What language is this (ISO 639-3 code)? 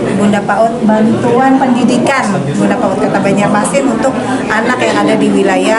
bjn